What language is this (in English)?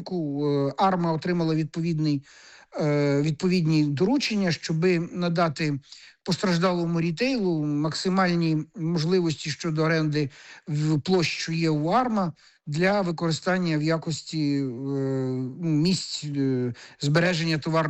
Ukrainian